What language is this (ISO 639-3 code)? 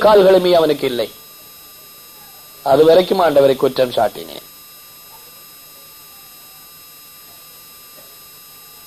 tam